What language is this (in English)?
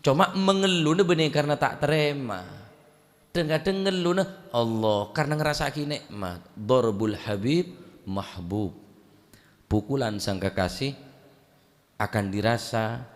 Madurese